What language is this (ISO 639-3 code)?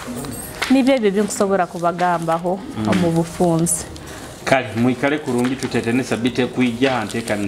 nyo